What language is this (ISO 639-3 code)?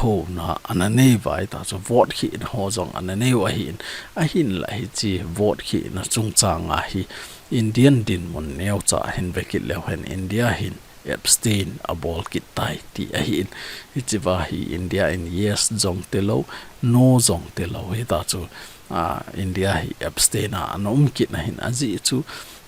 tcz